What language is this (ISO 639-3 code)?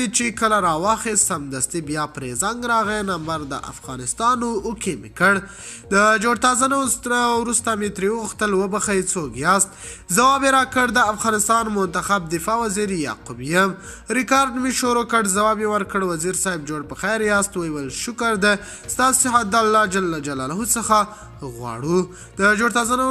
pus